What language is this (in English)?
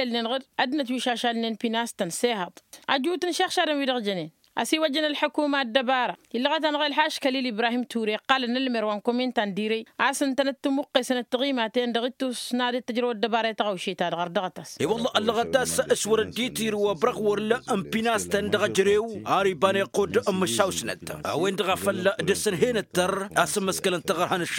Tamasheq